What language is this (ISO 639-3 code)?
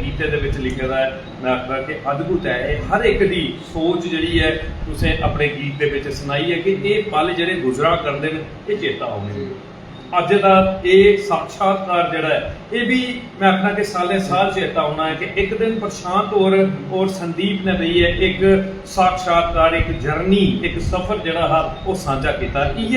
doi